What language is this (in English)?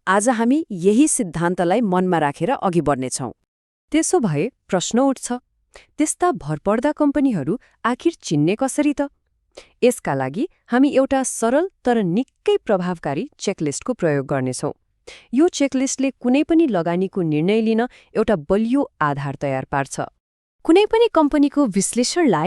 Nepali